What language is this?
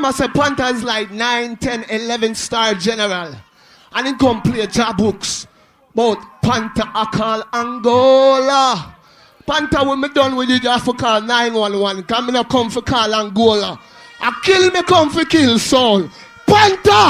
Jamaican Creole English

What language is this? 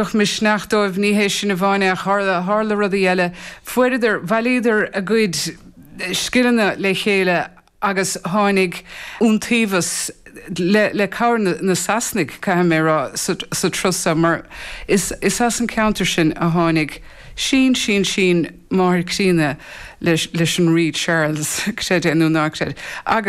Irish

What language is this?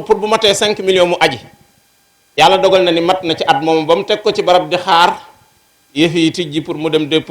Wolof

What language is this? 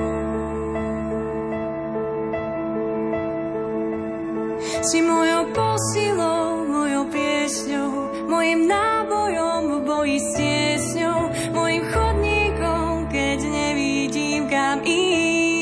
Slovak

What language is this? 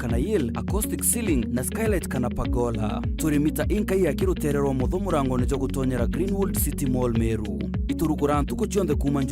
Meru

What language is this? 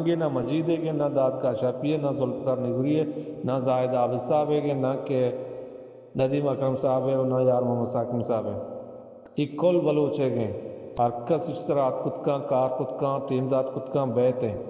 Baluchi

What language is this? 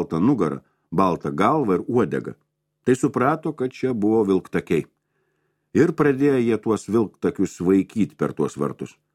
Lithuanian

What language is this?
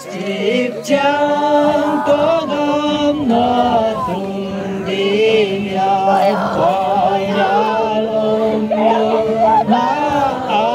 Tedim Chin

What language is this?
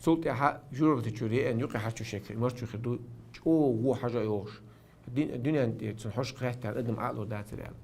Chechen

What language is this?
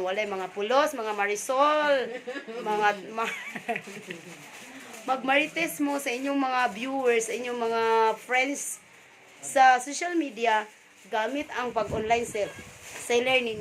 Cebuano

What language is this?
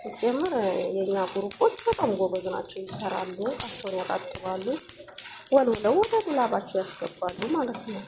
Amharic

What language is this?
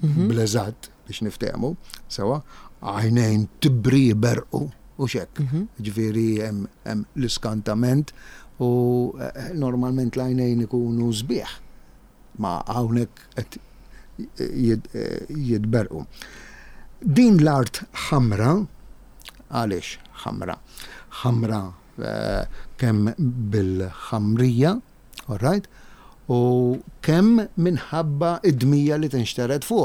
Maltese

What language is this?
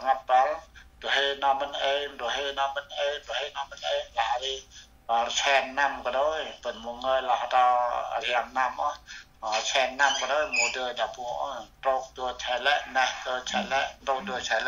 Central Mnong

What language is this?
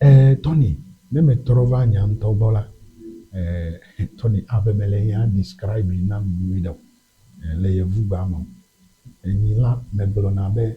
Ewe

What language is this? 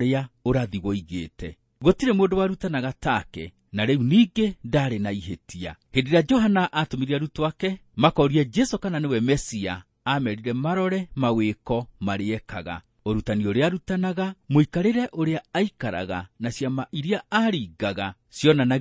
Kikuyu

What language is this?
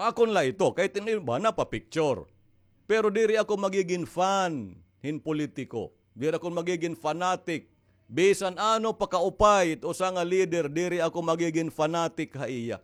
Waray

